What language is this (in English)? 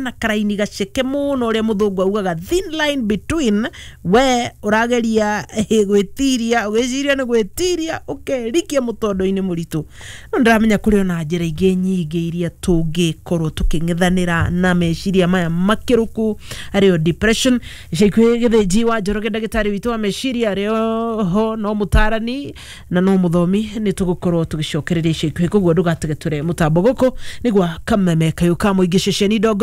Kikuyu